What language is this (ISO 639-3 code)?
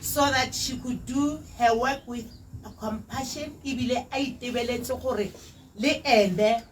tsn